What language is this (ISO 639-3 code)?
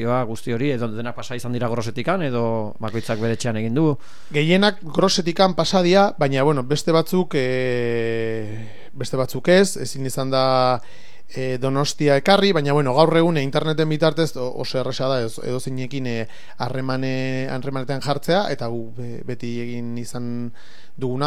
eus